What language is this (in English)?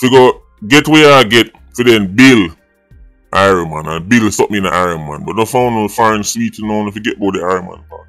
Jamaican Creole English